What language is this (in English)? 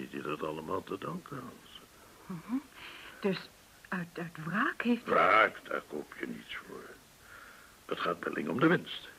Dutch